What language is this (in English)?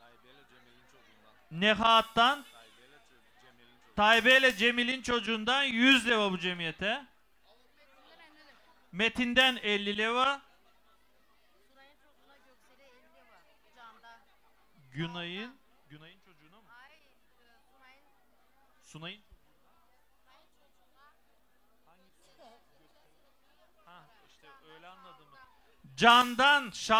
Turkish